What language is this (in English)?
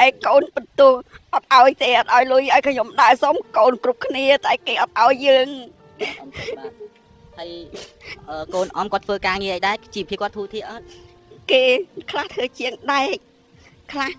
Khmer